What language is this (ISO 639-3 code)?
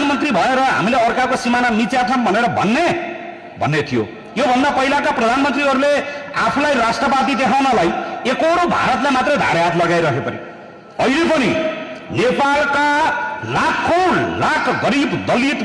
nep